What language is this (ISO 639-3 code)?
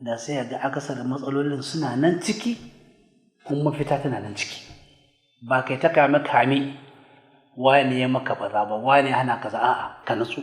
hau